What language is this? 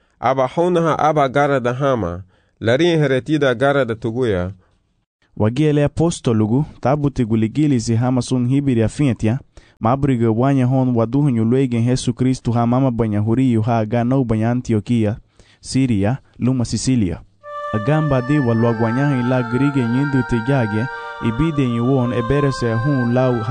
Garifuna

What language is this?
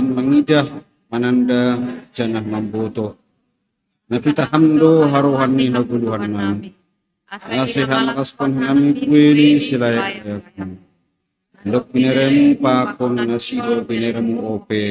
Batak Simalungun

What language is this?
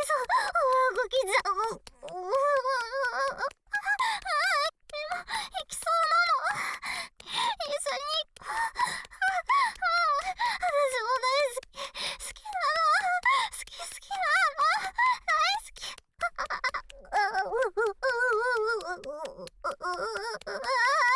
Japanese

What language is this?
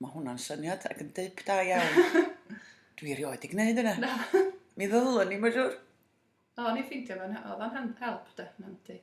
Welsh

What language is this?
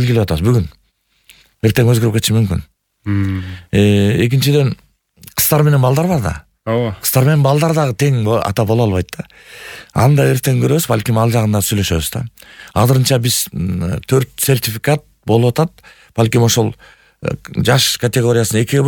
Kyrgyz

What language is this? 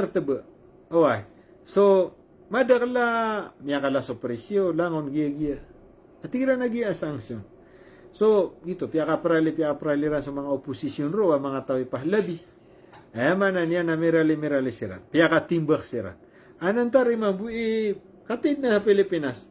Maranao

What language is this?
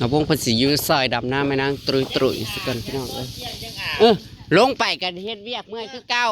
Northeastern Thai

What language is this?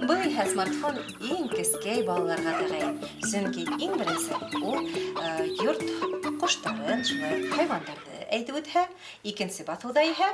Bashkir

